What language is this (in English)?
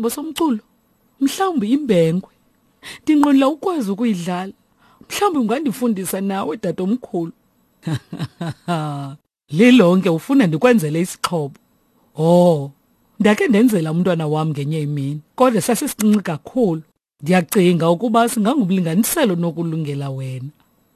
Xhosa